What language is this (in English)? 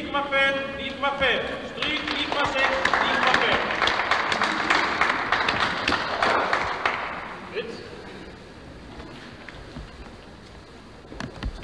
Norwegian